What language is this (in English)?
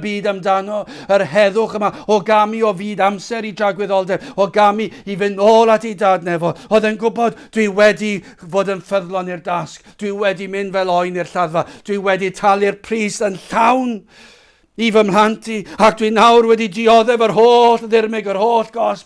Welsh